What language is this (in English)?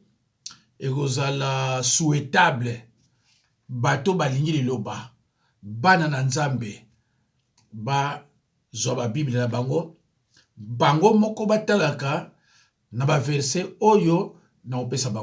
Lingala